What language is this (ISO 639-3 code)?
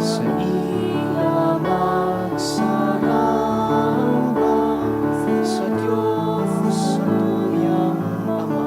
bik